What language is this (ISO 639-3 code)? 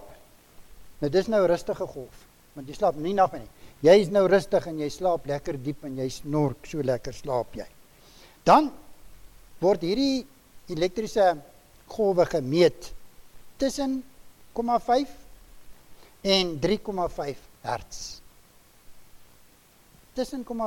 afr